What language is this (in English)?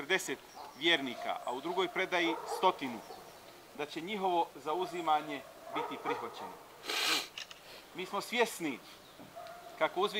Bosnian